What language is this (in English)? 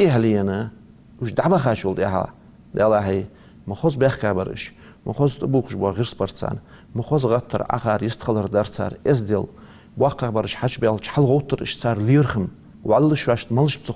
Ingush